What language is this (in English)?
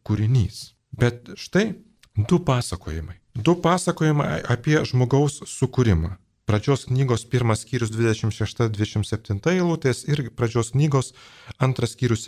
Lithuanian